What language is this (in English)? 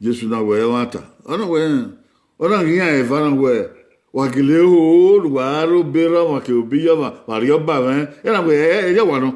Bini